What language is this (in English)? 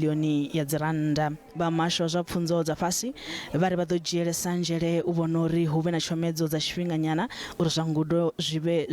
Venda